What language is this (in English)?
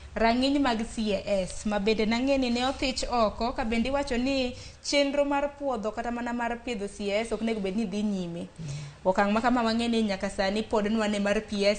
Luo (Kenya and Tanzania)